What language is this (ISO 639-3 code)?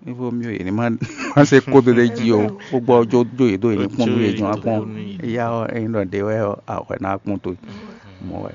fon